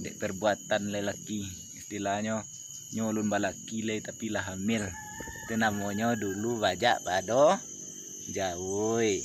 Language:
Minangkabau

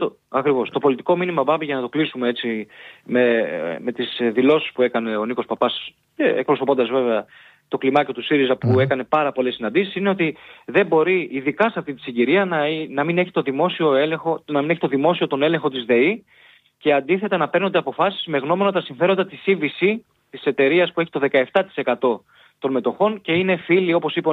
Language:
Greek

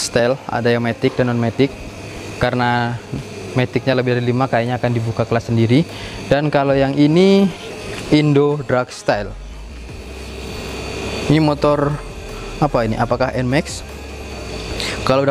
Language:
Indonesian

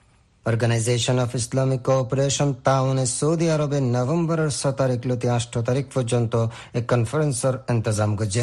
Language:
Bangla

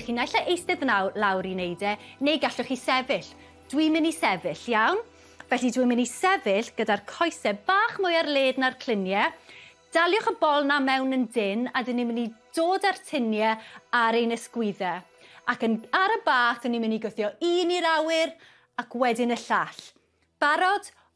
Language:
Welsh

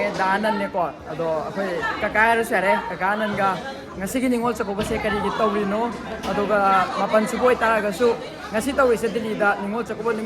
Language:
Manipuri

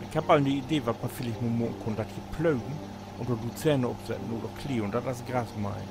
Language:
Low German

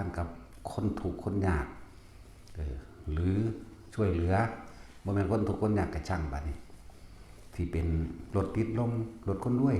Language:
Northeastern Thai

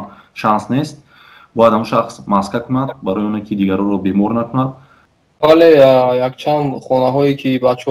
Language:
Tajik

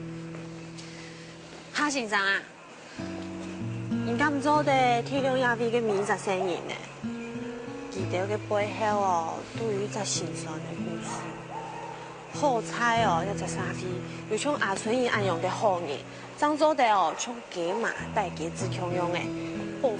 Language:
Hakka Chinese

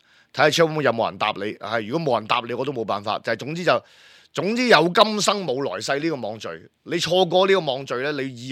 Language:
Cantonese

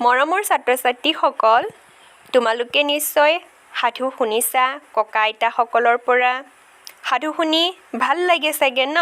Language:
Assamese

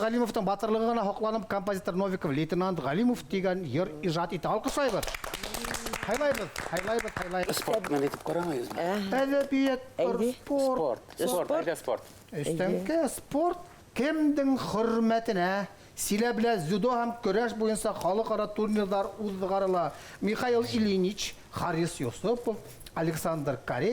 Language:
Bashkir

